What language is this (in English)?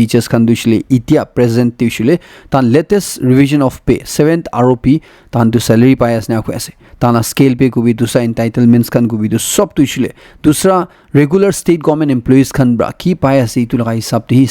Naga Pidgin